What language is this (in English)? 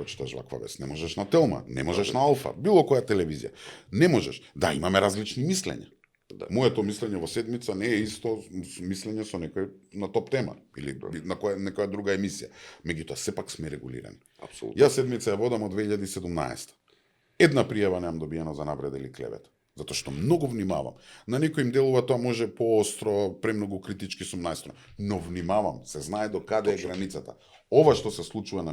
Macedonian